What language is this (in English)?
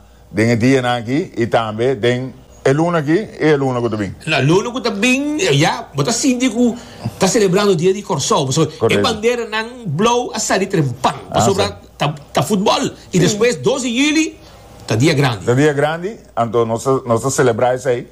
Papiamento